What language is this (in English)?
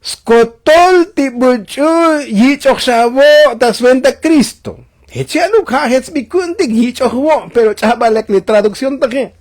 Tzotzil